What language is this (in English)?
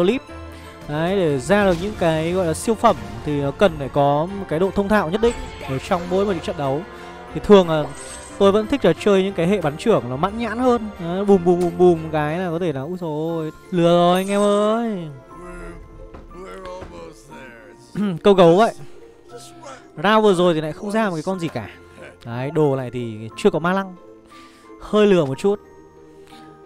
Vietnamese